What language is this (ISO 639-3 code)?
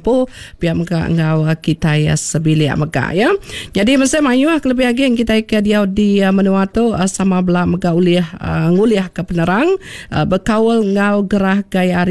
iba